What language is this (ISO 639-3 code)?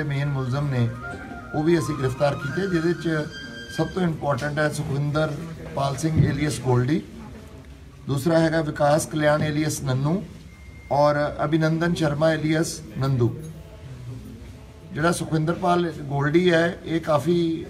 pan